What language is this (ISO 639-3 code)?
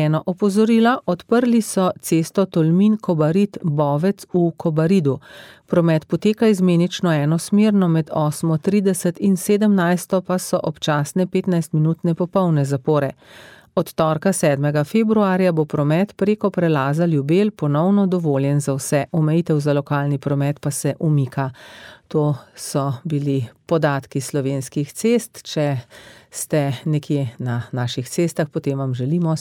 slv